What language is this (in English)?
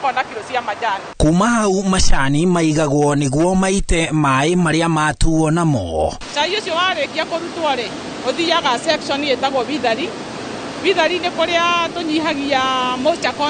Kikuyu